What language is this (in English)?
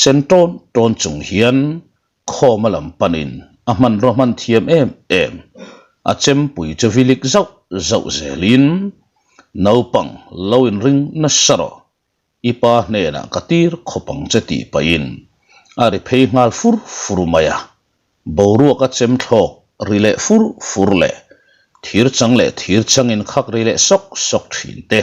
Mizo